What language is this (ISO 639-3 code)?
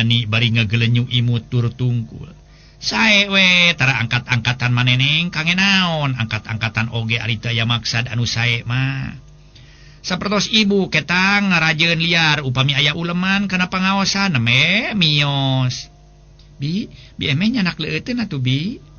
sun